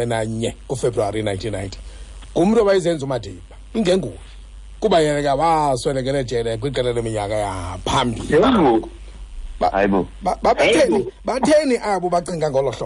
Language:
Xhosa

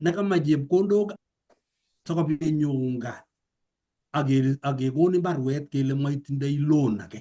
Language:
Kalenjin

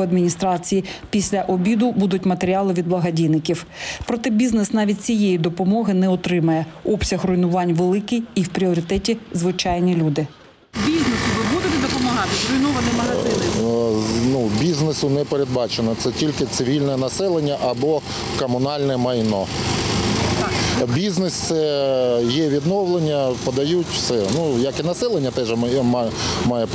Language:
Ukrainian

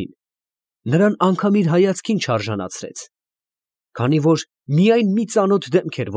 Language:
Armenian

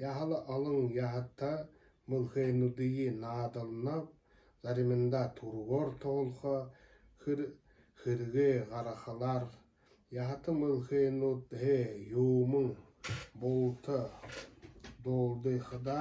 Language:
Buriat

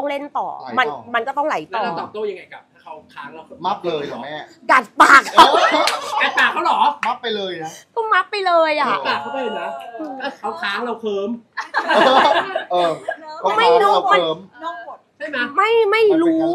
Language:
Thai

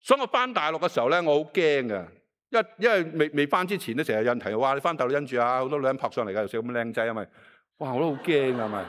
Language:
Cantonese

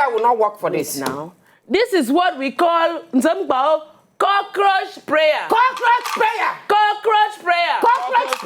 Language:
Nigerian Pidgin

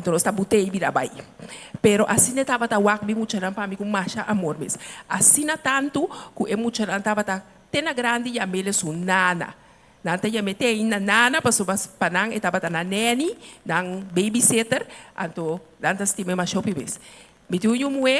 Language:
Papiamento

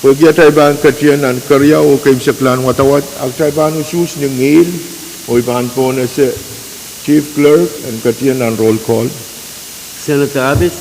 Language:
Pohnpeian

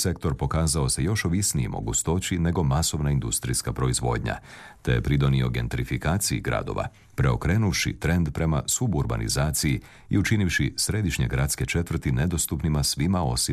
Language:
Croatian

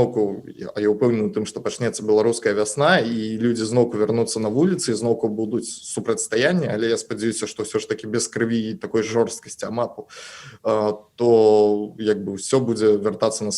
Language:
Belarusian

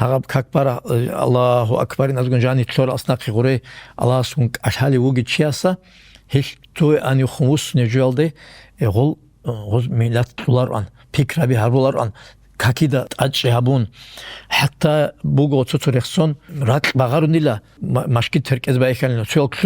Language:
Avaric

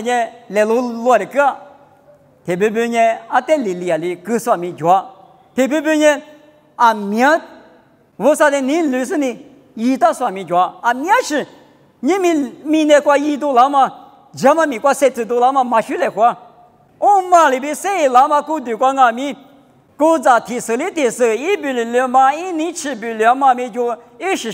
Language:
Lisu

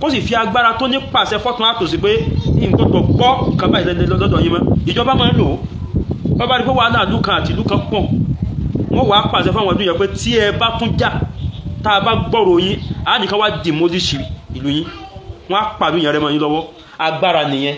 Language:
Yoruba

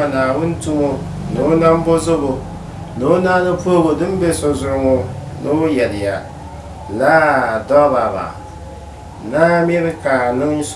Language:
Dagbani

